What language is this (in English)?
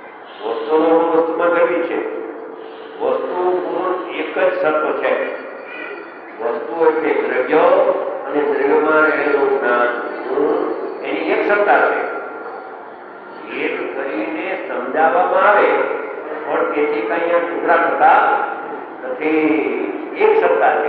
Gujarati